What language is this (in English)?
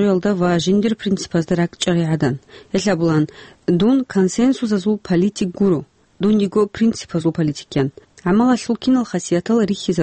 Avaric